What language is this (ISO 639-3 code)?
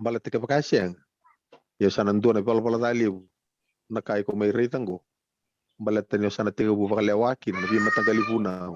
fij